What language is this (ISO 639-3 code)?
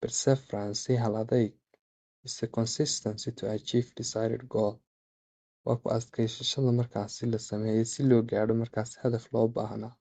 som